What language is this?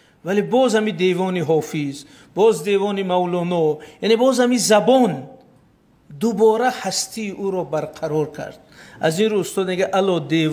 Tajik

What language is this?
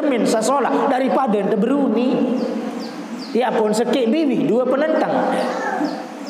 Sasak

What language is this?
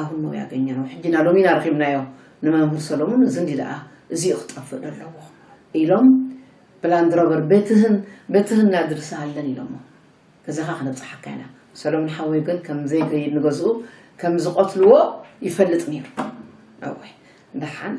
Tigrinya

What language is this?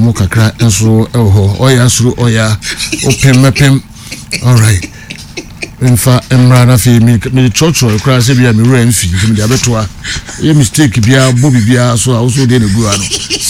Akan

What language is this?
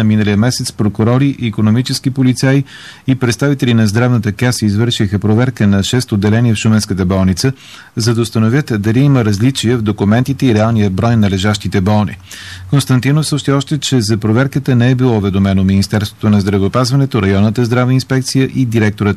Bulgarian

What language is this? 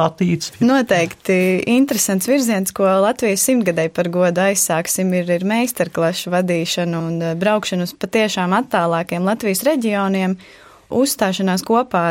Latvian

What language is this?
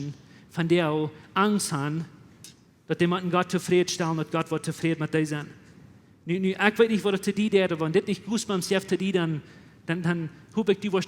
Plautdietsch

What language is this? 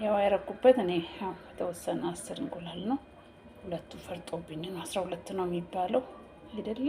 Amharic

